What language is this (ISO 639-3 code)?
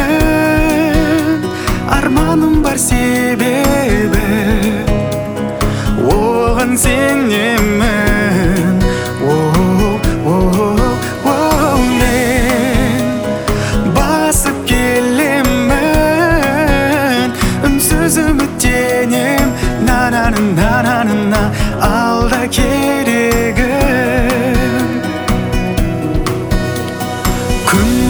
kaz